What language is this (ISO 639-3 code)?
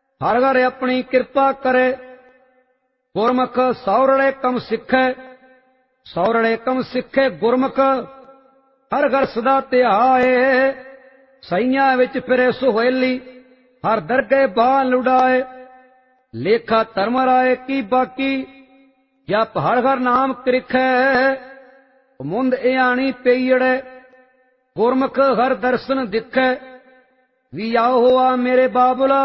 pan